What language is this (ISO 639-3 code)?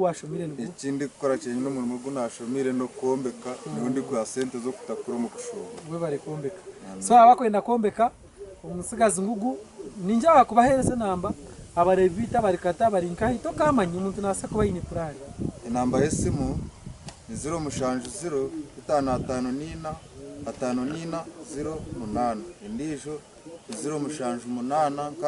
nyn